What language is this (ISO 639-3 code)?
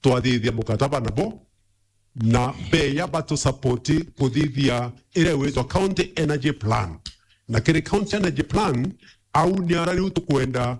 mer